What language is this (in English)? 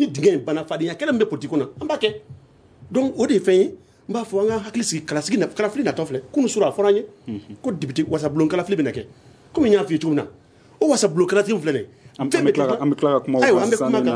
Bambara